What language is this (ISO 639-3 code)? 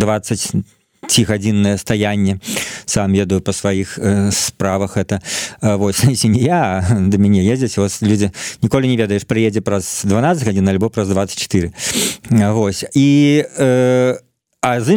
bel